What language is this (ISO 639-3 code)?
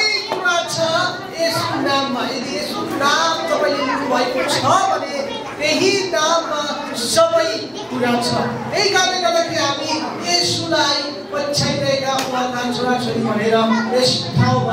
nep